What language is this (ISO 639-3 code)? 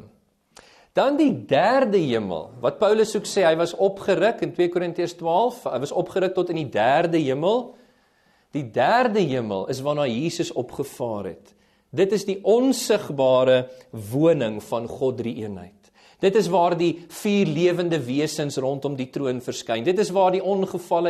afr